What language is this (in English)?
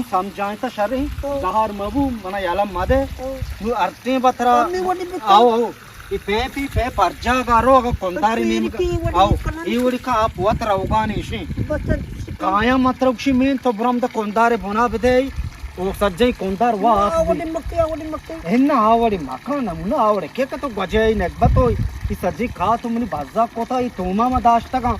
Eastern Balochi